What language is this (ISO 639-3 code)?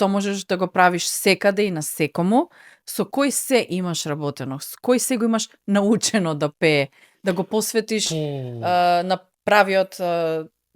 mkd